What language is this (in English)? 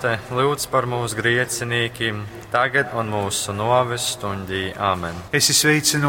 Latgalian